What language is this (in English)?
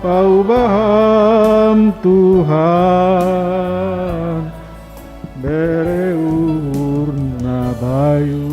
Batak Simalungun